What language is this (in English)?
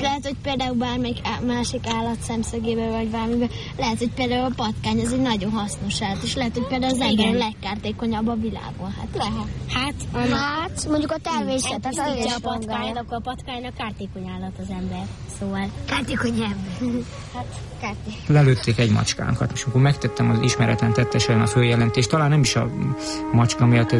Hungarian